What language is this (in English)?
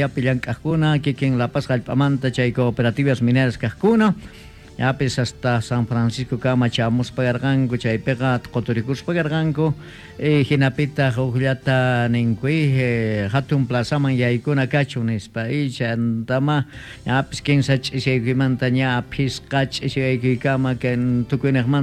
Quechua